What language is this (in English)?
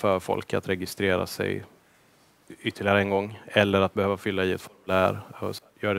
Swedish